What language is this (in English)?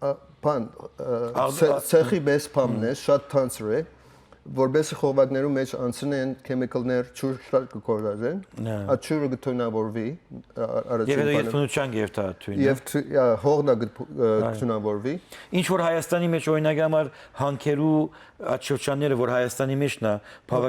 Western Armenian